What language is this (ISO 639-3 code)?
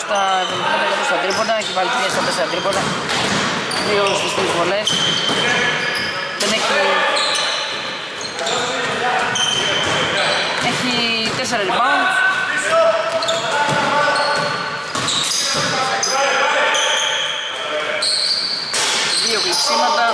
ell